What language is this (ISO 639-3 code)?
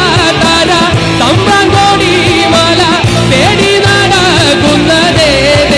mal